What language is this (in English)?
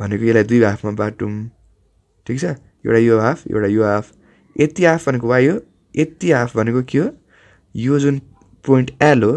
Nepali